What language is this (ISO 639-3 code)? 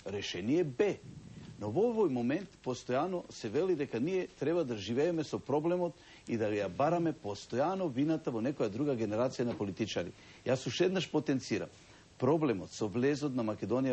mkd